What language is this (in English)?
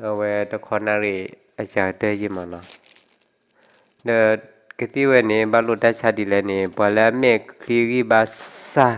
S'gaw Karen